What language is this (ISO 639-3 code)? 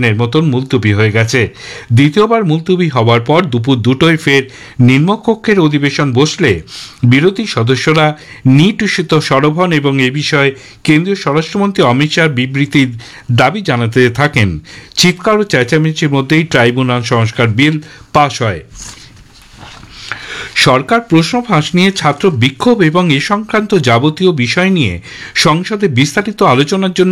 ben